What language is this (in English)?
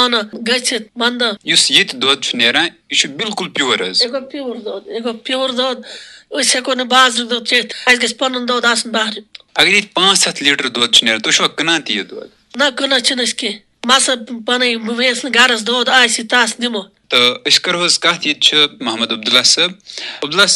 Kashmiri